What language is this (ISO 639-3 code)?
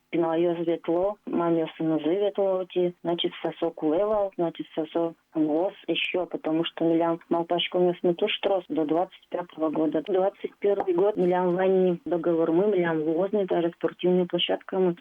udm